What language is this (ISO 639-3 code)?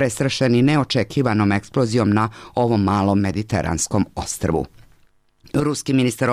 srp